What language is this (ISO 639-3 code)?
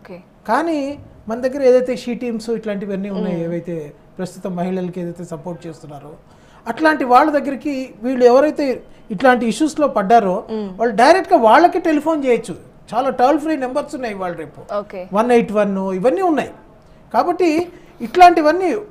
tel